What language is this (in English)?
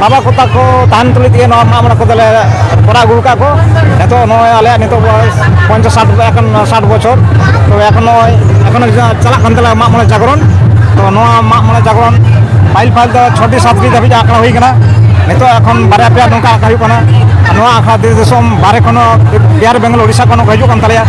Santali